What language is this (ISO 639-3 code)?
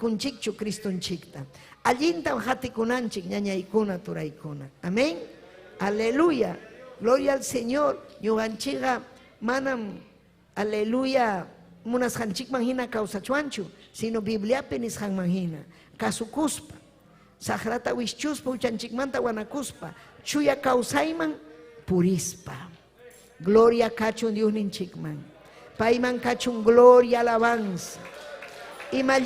quy